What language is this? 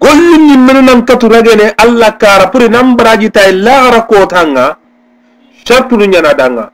Soninke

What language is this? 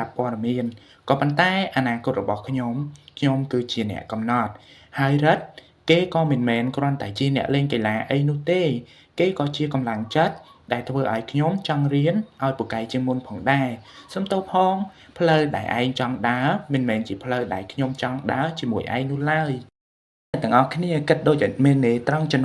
Khmer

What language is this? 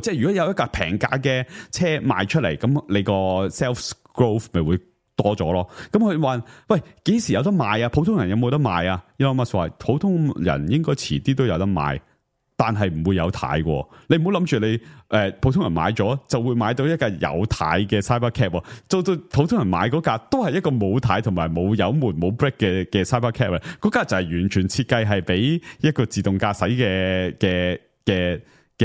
Cantonese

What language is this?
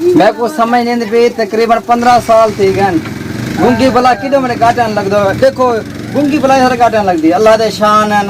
Saraiki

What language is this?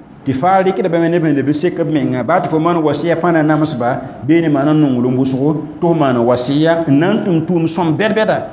Mossi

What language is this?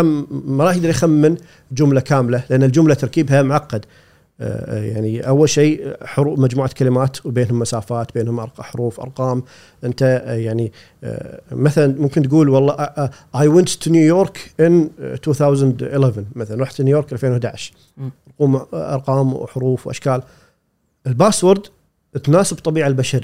Gulf Arabic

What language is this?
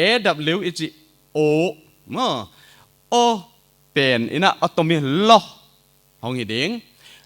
Paite Chin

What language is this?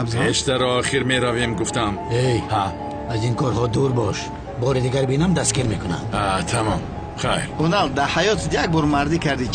Tajik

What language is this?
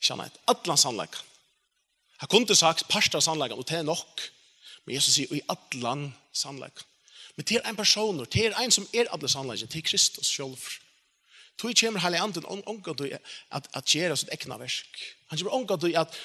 Faroese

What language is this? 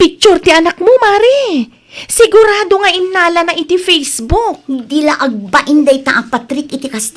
Iloko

